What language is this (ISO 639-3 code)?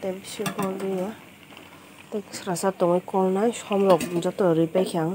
trp